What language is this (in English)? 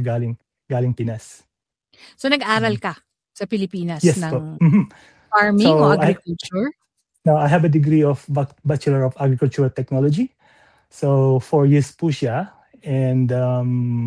Filipino